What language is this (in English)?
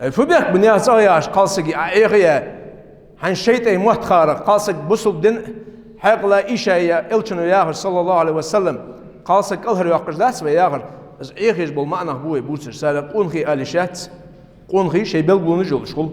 Ingush